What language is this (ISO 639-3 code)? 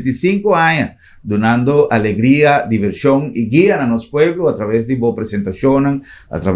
pap